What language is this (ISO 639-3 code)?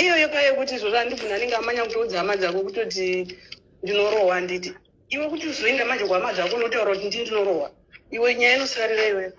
sna